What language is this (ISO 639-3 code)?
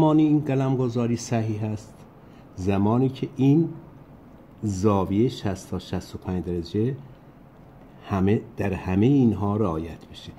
fas